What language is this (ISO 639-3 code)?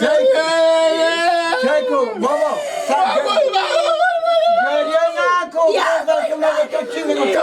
fas